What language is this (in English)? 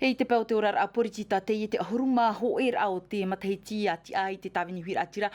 Tahitian